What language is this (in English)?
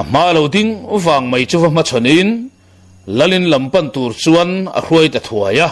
Mizo